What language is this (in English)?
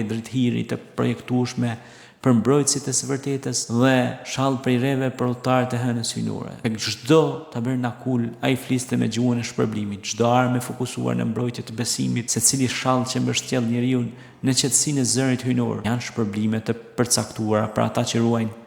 Albanian